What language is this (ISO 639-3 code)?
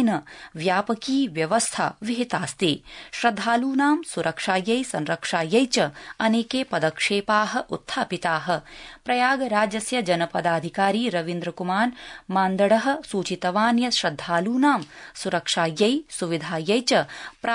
san